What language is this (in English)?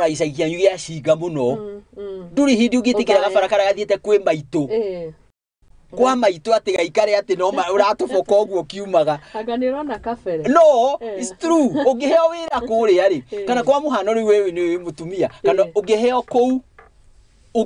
Kikuyu